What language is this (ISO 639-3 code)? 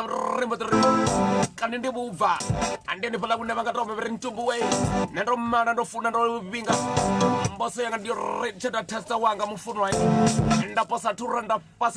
ven